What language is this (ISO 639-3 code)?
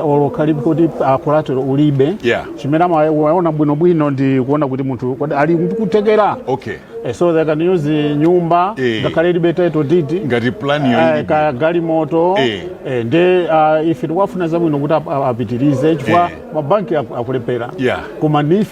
nya